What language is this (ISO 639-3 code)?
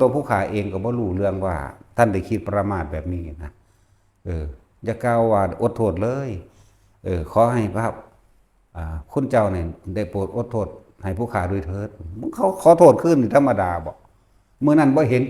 tts